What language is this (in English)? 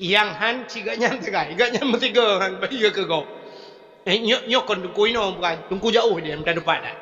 Achinese